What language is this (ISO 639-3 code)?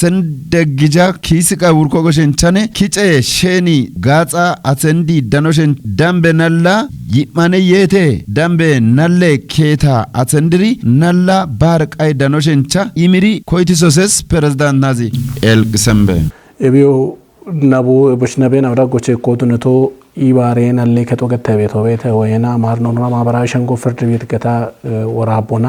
kbr